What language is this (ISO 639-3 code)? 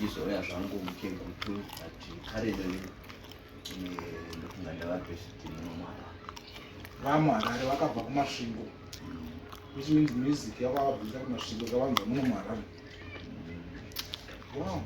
sna